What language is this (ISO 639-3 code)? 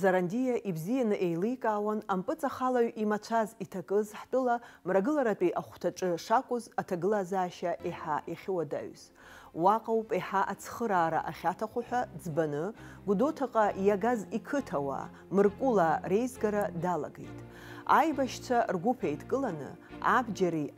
abk